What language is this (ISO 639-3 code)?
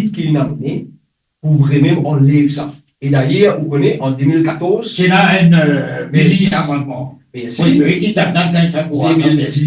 mfe